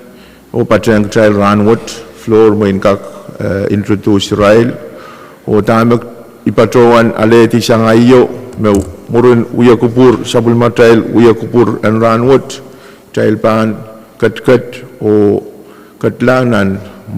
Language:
Pohnpeian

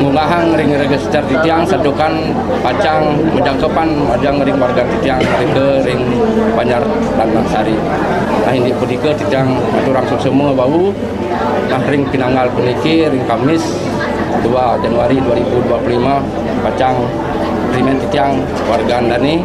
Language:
Balinese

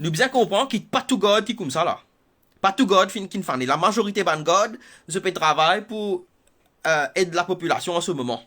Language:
Morisyen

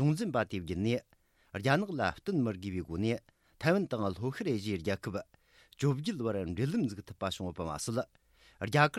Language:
Tibetan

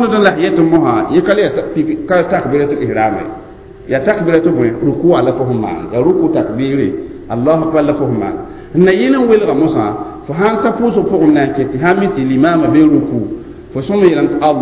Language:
Mossi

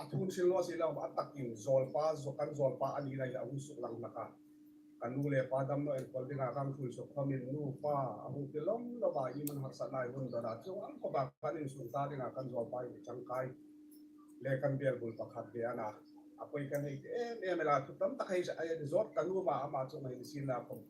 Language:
Hmar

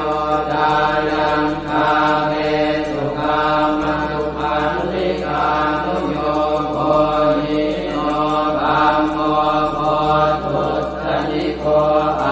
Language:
Pali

